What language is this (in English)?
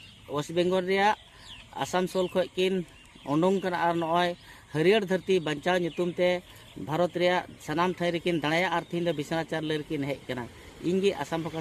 Santali